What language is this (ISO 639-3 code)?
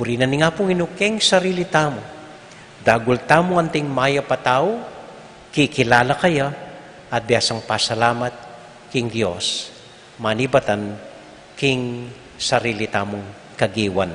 pam